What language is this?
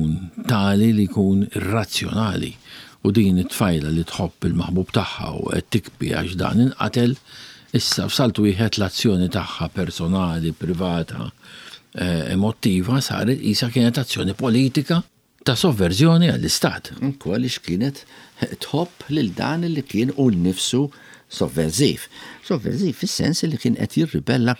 Maltese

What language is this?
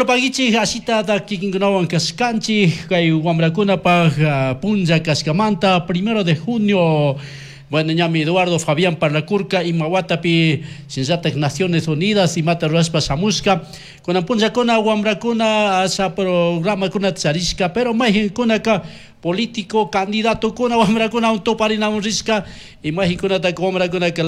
Chimborazo Highland Quichua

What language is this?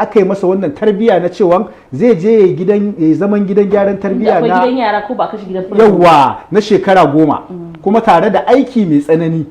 Hausa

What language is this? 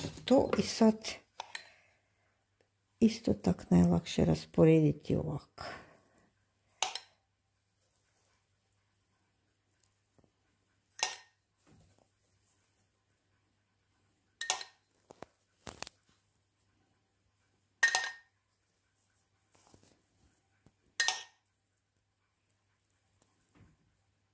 Croatian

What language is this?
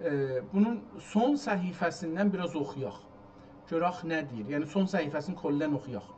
South Azerbaijani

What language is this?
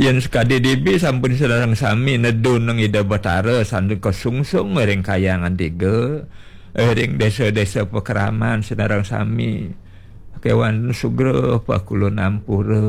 Balinese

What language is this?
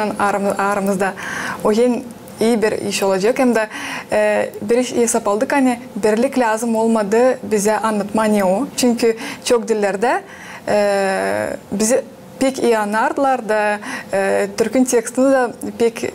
Gagauz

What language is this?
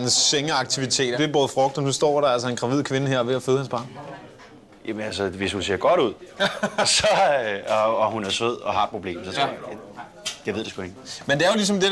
Danish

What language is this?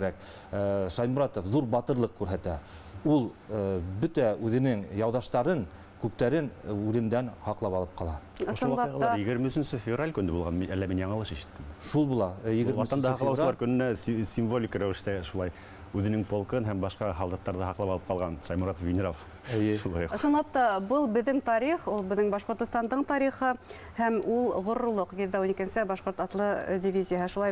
Bashkir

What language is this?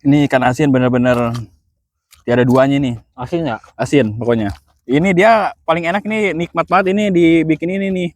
Betawi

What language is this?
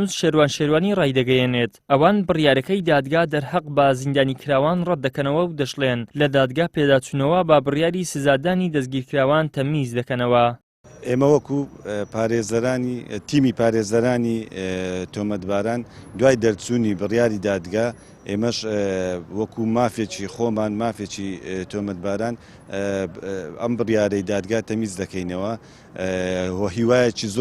Central Kurdish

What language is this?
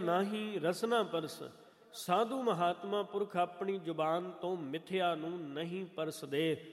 Punjabi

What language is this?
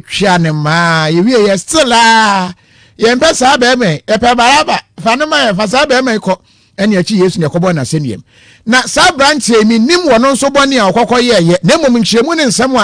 Akan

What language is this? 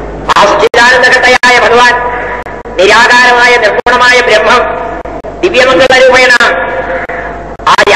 Malayalam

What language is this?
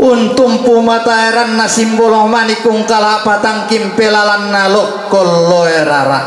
Toraja-Sa'dan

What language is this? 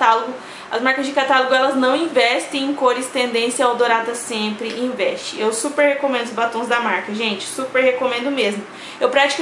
Portuguese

